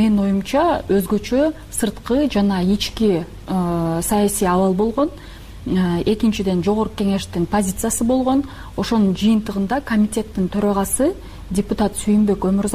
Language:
Kyrgyz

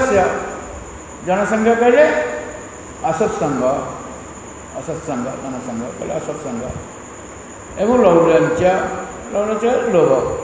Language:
Odia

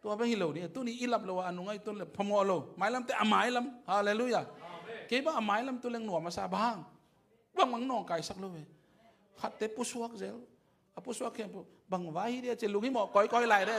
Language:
Tedim Chin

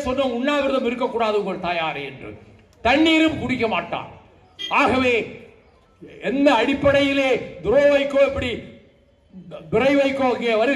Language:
Tamil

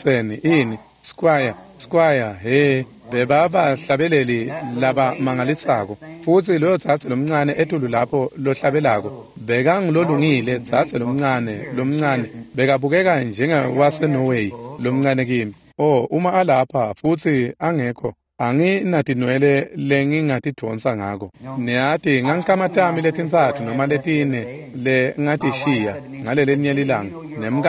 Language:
Swati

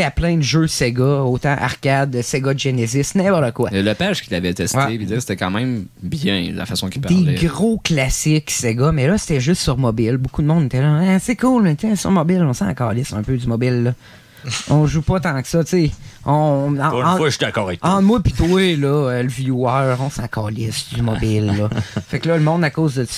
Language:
French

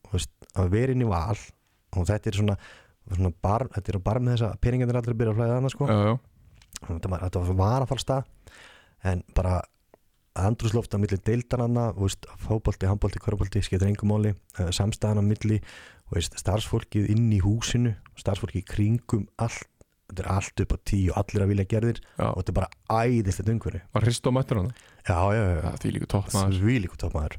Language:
Icelandic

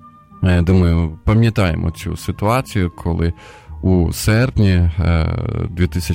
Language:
Ukrainian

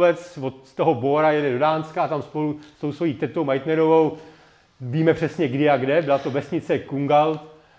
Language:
Czech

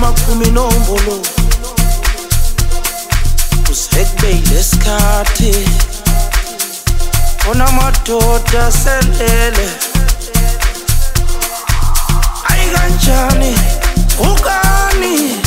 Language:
Swahili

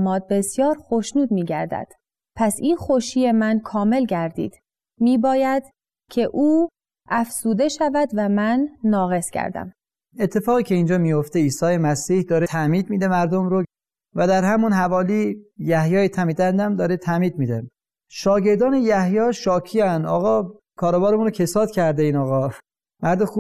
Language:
Persian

